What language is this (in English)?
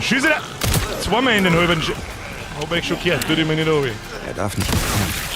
Bavarian